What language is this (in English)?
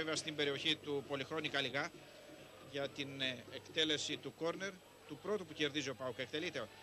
Greek